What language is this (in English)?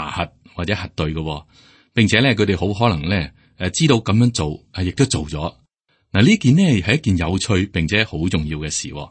Cantonese